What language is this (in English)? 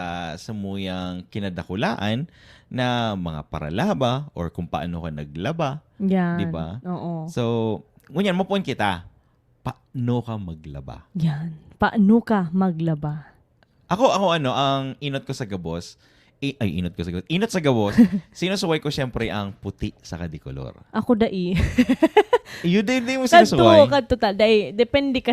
Bikol